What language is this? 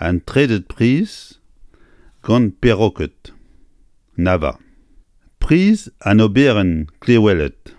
Breton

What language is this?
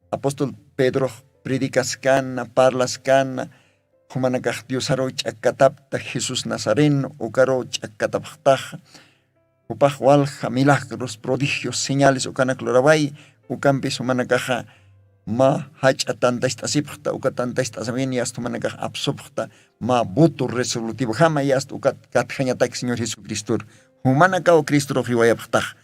Aymara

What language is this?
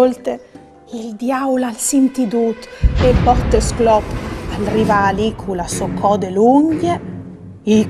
Friulian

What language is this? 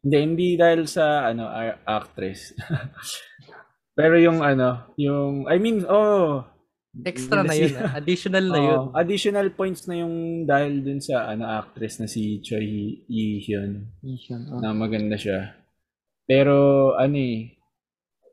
Filipino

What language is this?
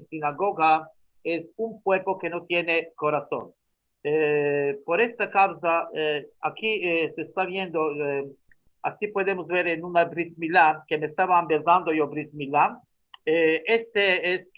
Ladino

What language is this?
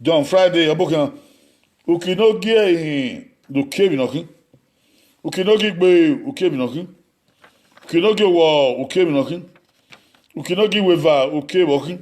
Bini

